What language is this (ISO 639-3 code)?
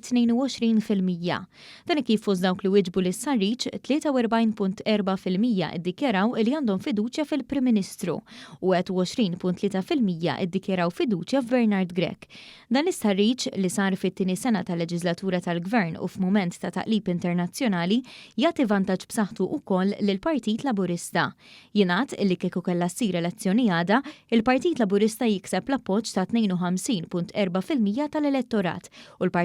mlt